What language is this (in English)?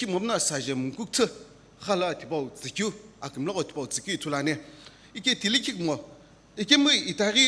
Sumi Naga